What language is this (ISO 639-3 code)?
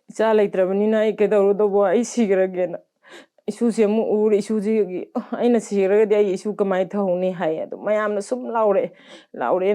mni